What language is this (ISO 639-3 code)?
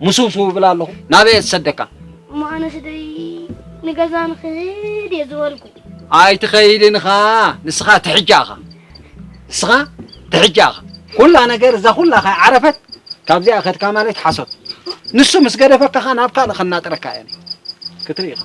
tir